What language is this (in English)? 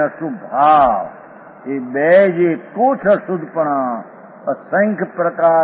Gujarati